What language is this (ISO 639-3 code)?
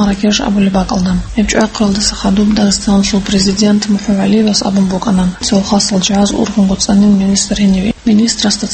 ava